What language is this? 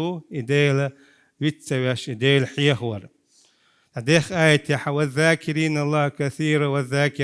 Chechen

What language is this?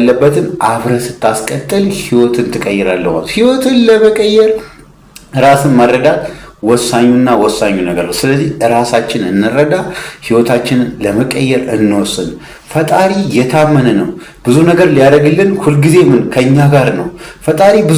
Amharic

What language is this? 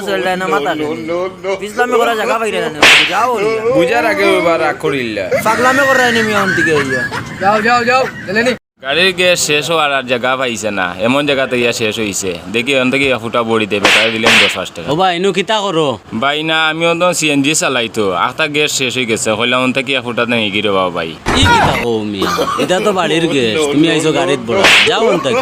Sylheti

